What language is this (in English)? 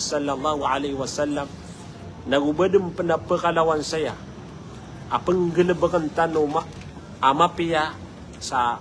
Maranao